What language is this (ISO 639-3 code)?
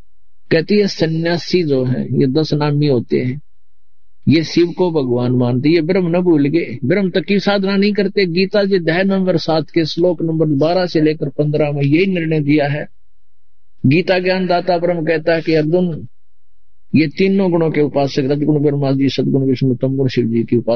hin